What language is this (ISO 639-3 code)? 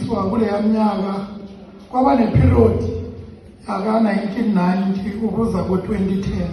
zul